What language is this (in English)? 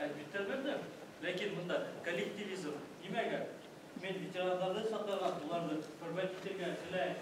Bashkir